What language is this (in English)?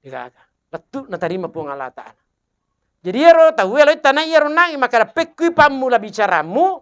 Buginese